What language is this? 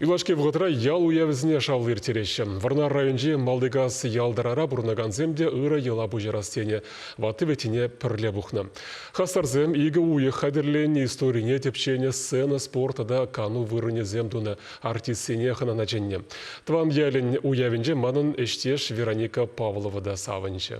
Chuvash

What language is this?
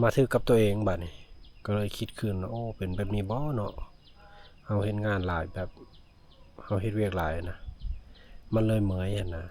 Lao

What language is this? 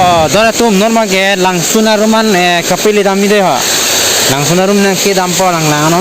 Karbi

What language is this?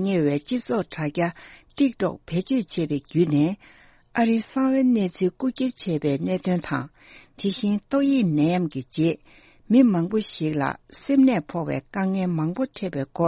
Tibetan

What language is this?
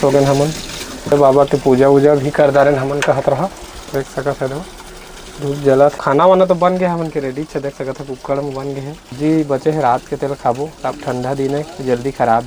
Chhattisgarhi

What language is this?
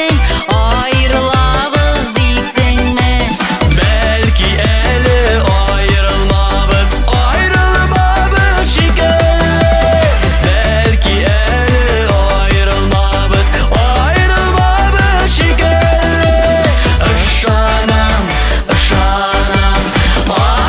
Tatar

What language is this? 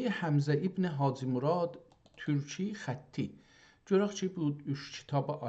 South Azerbaijani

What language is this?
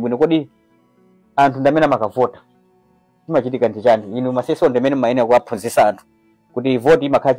Nyanja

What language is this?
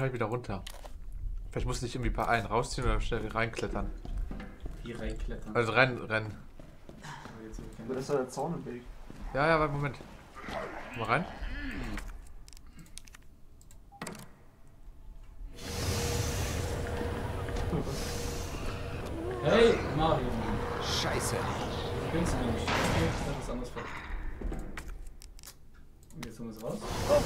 German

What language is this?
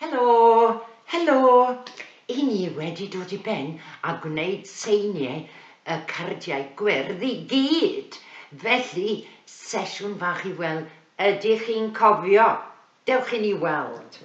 Welsh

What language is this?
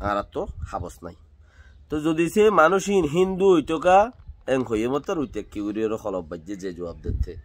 Rohingya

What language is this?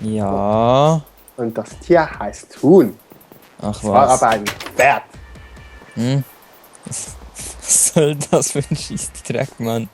Swiss German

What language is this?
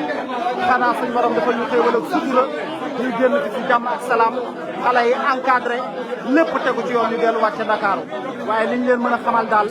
Wolof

